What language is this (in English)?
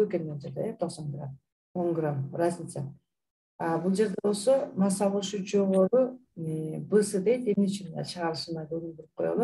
Kyrgyz